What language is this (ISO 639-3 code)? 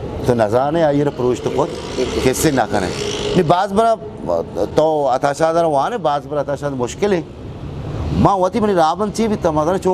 bgp